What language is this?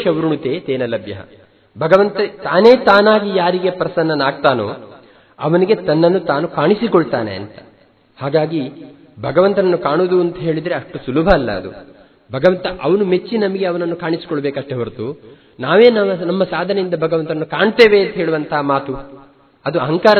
Kannada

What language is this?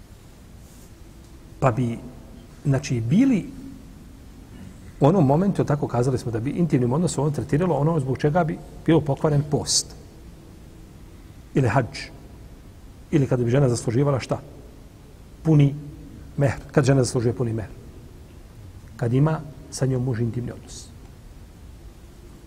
Bosnian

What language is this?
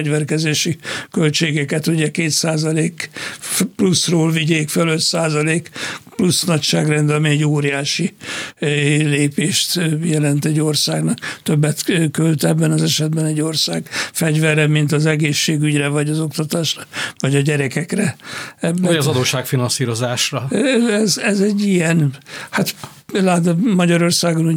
Hungarian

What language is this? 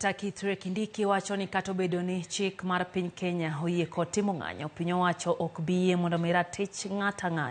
Luo (Kenya and Tanzania)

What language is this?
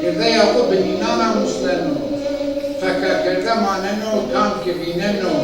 Zaza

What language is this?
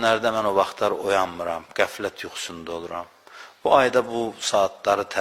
Azerbaijani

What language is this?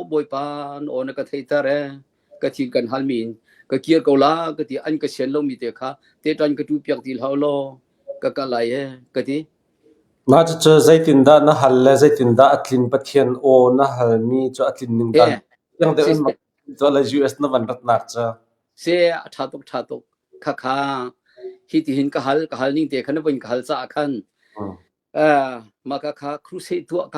Hakha Chin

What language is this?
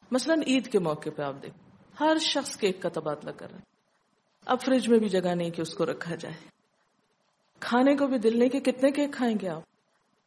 Urdu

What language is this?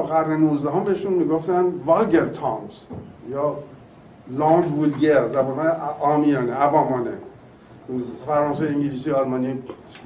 Persian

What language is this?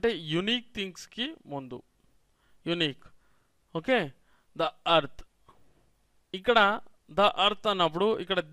Telugu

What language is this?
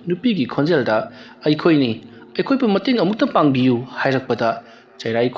Manipuri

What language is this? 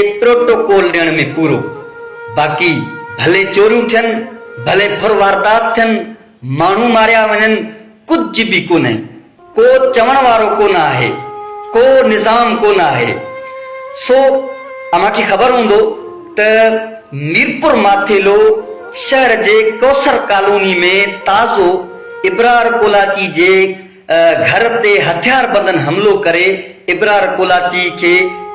Sindhi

